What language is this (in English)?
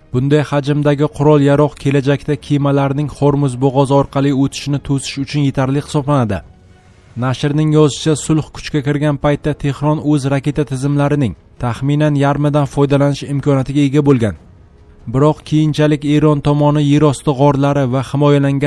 Uzbek